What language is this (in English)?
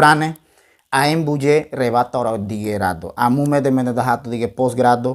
Ngäbere